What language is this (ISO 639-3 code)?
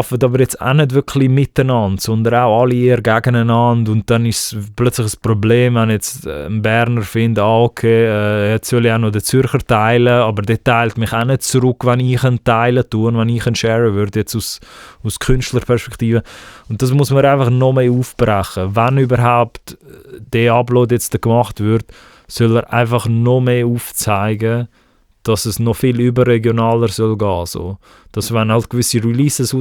gsw